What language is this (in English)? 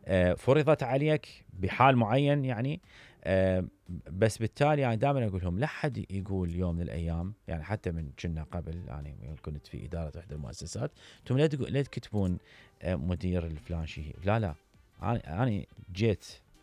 Mesopotamian Arabic